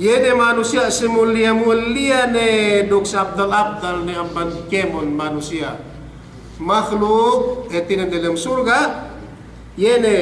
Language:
Yakan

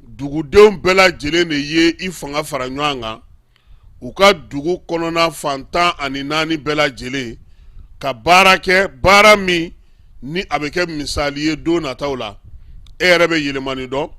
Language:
Bambara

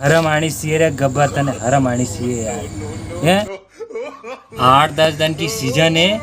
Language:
Rajasthani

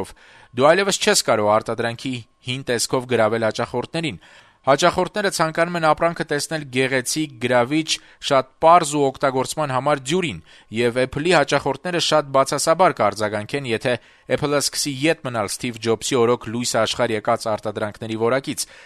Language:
Armenian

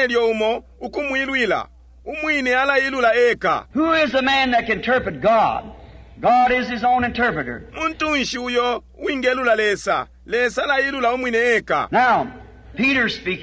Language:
Bemba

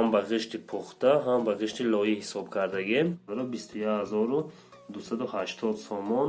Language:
Tajik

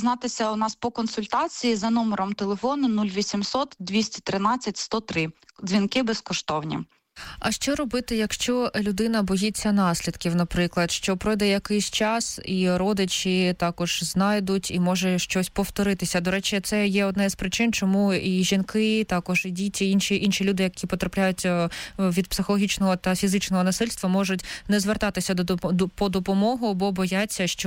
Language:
Ukrainian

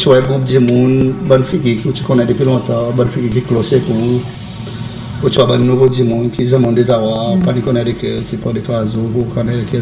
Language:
Seselwa Creole French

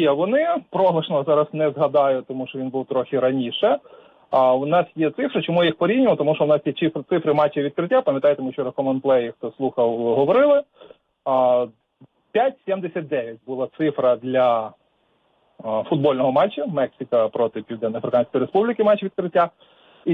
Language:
Ukrainian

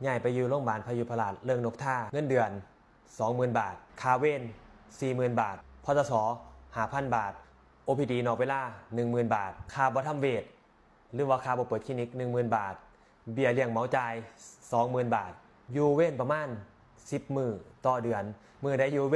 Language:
Northeastern Thai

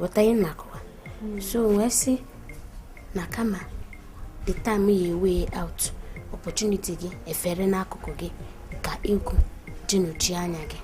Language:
Igbo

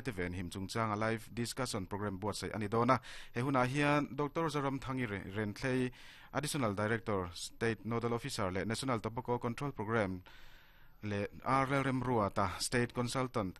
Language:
Mizo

